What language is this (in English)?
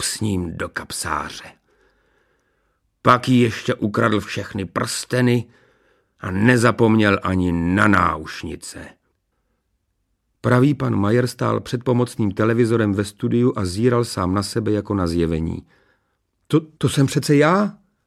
Czech